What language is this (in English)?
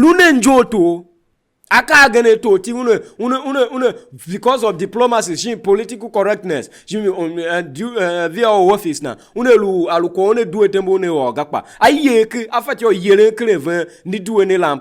Tiv